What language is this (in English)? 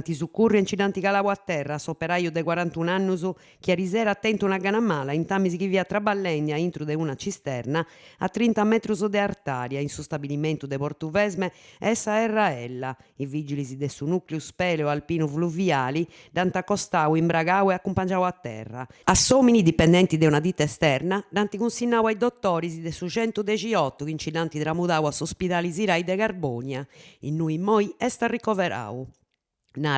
Sardinian